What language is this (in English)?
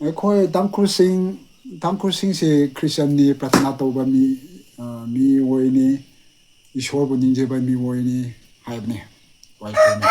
Manipuri